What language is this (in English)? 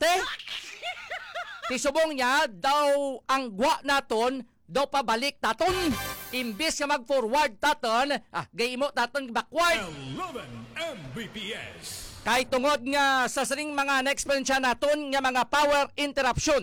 Hiligaynon